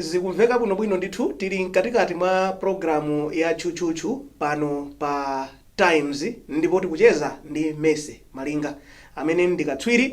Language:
Nyanja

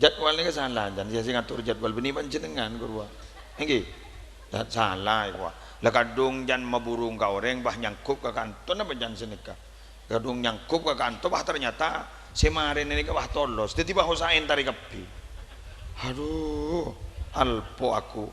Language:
Madurese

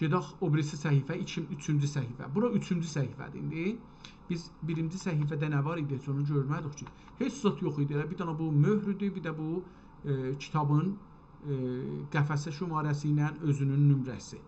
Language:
South Azerbaijani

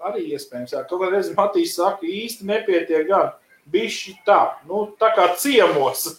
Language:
Latvian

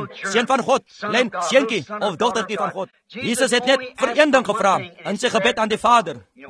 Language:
Afrikaans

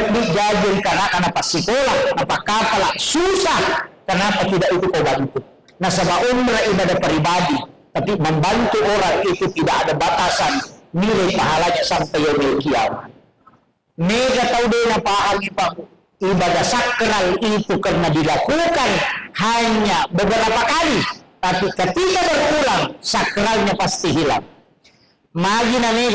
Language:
Buginese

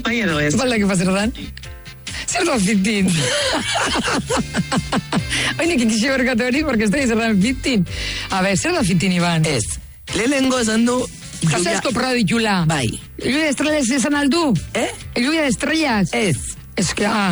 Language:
Basque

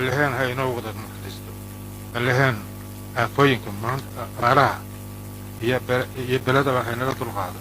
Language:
Somali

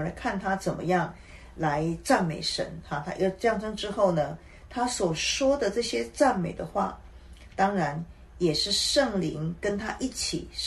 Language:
Chinese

